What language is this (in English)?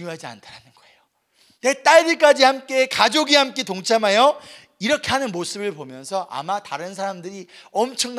Korean